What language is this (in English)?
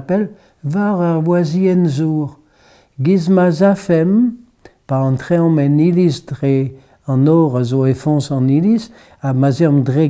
Breton